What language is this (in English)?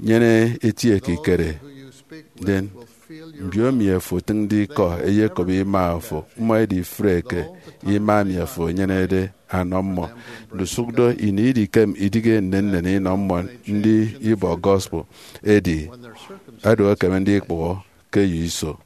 Efik